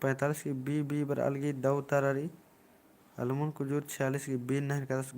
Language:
Kurukh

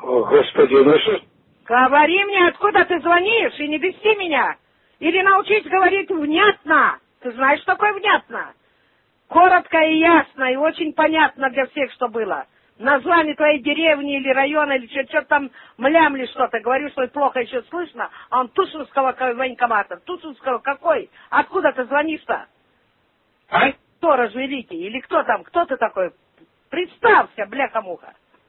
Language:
Russian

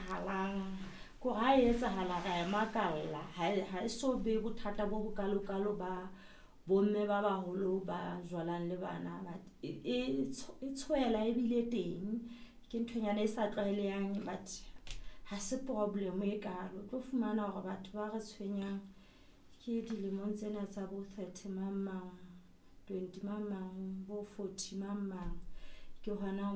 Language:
Southern Sotho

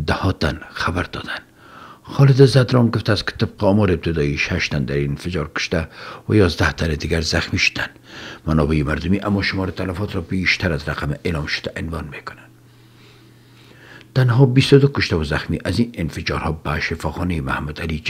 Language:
Persian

